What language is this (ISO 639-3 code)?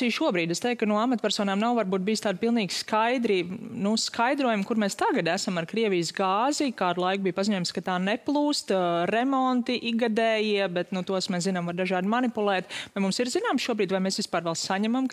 lav